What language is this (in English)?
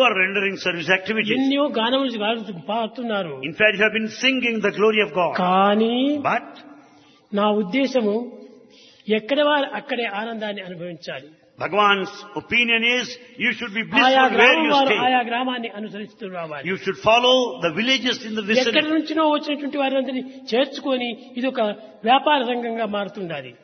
Telugu